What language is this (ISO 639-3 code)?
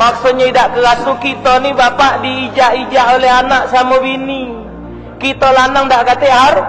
mui